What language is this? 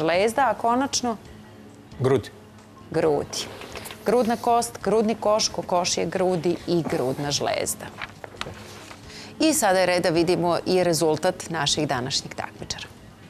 Serbian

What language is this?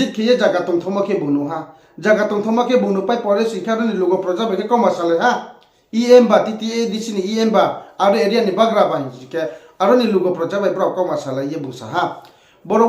Riang (India)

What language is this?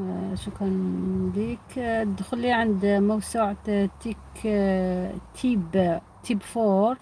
Algerian Arabic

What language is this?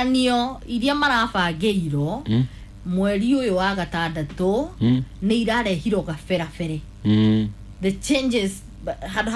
Kikuyu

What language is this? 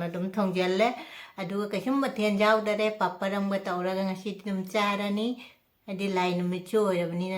Manipuri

